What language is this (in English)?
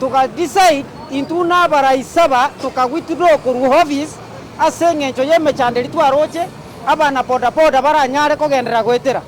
Gusii